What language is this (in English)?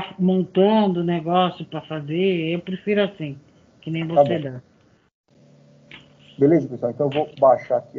Portuguese